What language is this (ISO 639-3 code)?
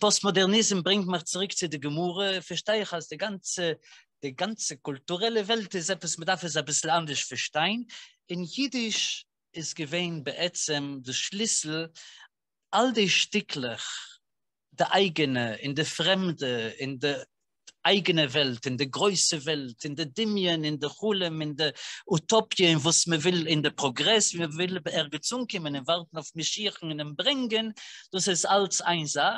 yid